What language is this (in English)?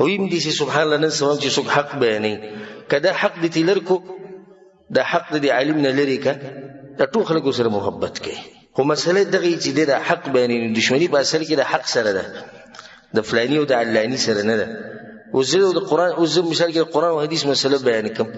Pashto